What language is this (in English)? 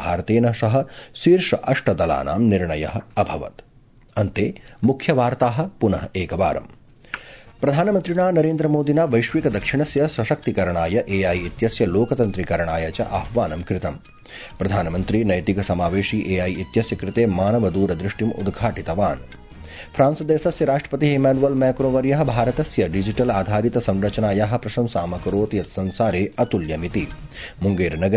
Sanskrit